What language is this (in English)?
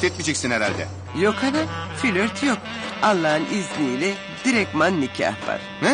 Turkish